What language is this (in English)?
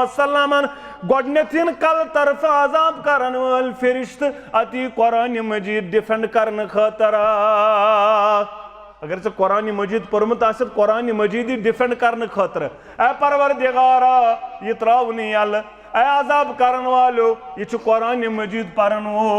Kashmiri